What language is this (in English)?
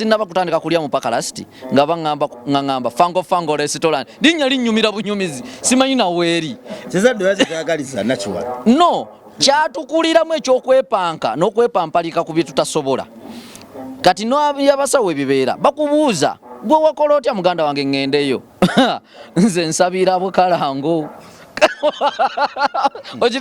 Ganda